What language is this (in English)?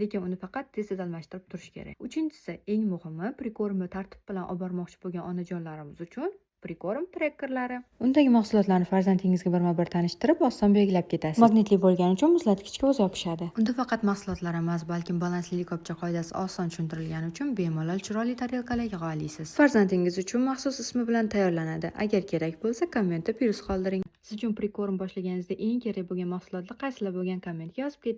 Uzbek